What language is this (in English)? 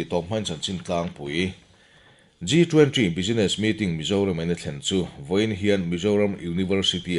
Mizo